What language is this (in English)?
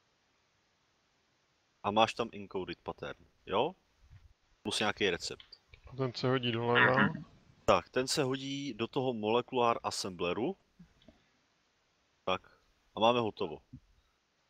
Czech